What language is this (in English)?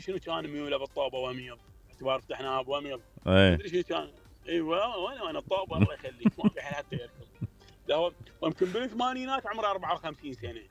Mesopotamian Arabic